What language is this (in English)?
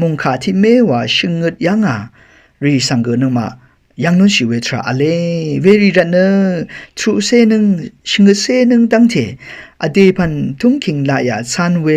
Rawang